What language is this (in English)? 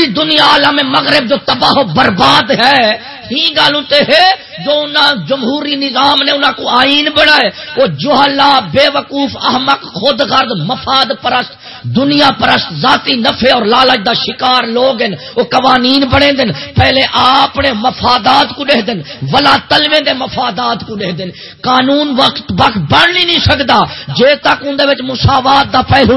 Saraiki